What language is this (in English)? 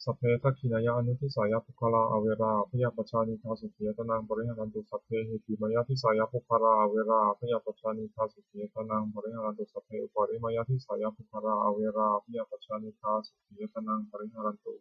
Pali